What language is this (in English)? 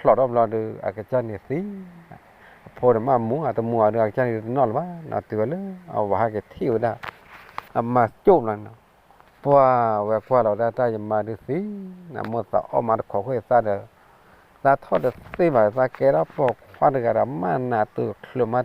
S'gaw Karen